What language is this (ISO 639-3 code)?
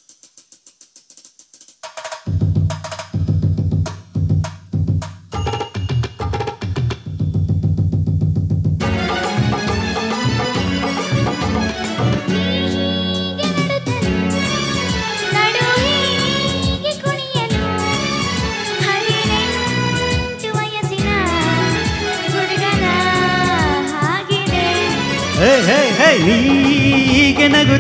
kan